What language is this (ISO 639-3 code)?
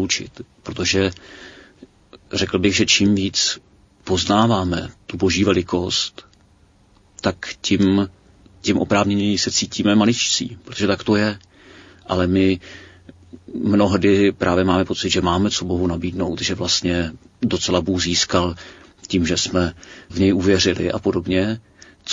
ces